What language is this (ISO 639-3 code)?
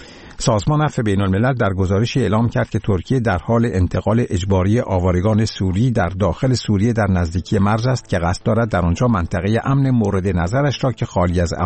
fas